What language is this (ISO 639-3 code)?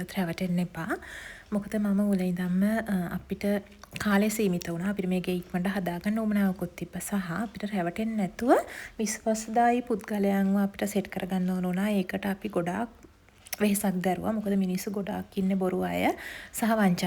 sin